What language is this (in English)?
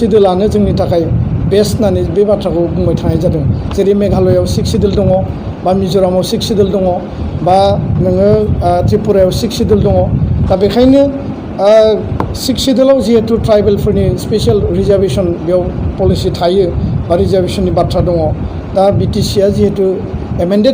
Bodo